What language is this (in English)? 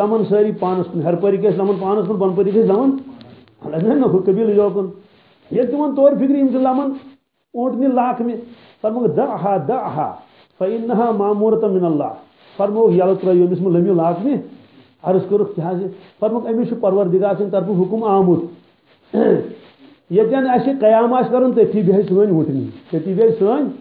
Kashmiri